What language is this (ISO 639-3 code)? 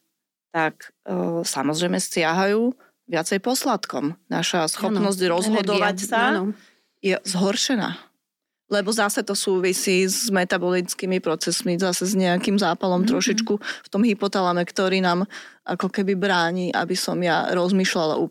slk